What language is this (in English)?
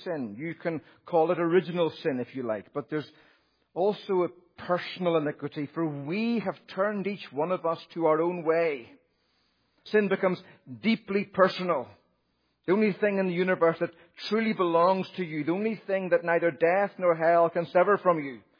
English